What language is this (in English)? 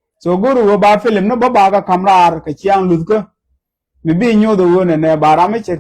Nuer